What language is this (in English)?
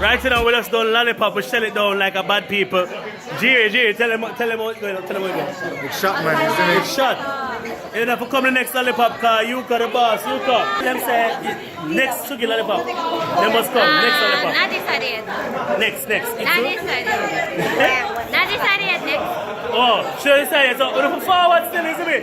Jamaican Creole English